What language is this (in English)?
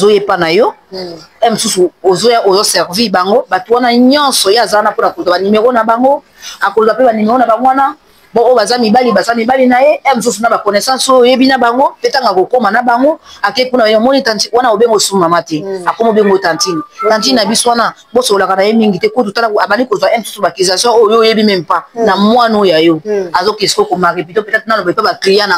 Lingala